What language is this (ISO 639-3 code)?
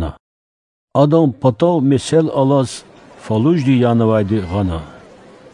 lez